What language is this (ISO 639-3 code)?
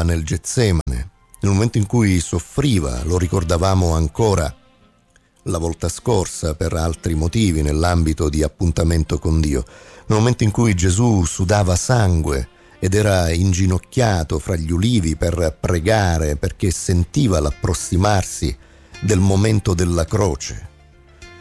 ita